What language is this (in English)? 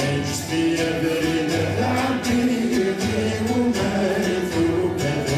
Kabyle